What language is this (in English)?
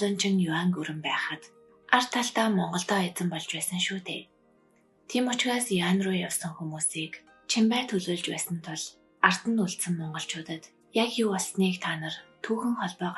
Mongolian